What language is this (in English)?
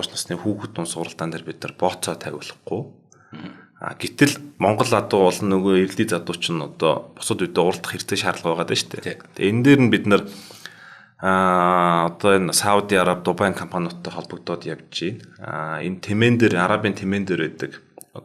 Mongolian